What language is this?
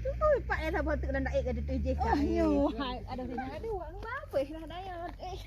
Achinese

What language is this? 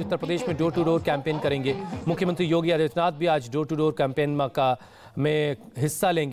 Hindi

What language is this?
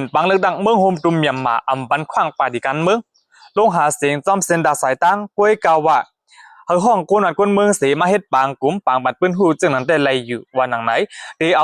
Shan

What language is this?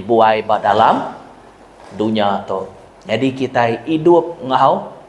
Iban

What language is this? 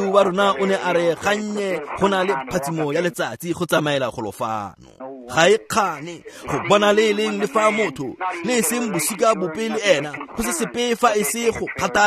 Tswana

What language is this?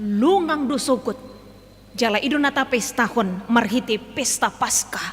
Batak Toba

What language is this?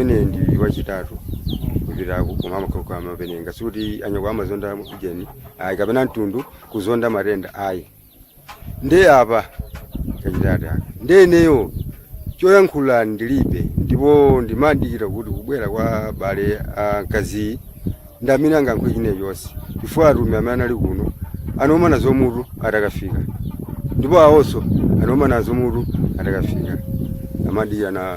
Nyanja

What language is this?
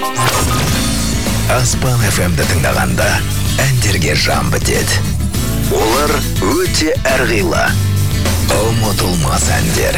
Kazakh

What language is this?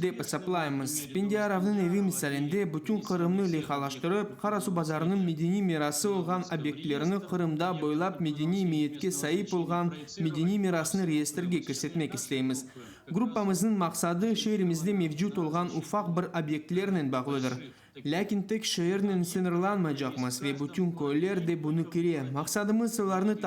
Crimean Tatar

